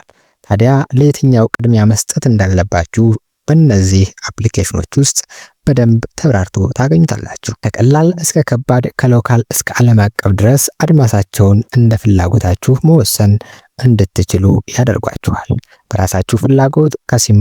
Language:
Amharic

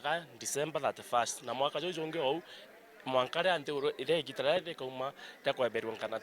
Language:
Meru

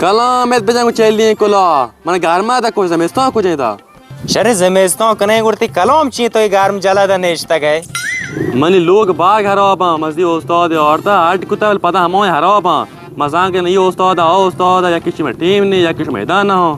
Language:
Baluchi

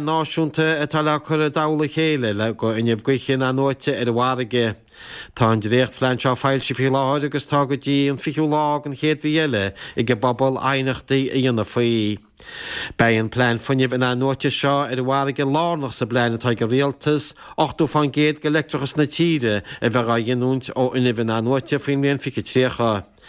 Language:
Irish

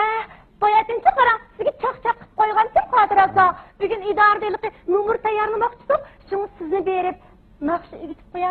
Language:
Uyghur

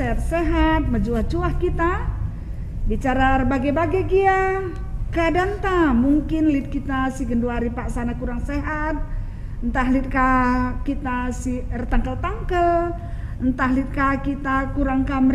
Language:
Batak Karo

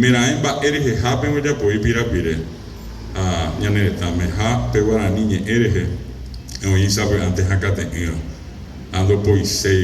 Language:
Guarani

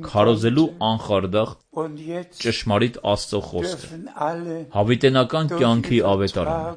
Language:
Armenian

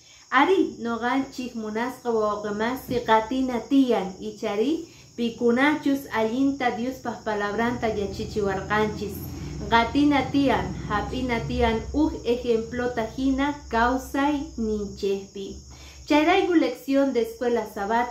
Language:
Quechua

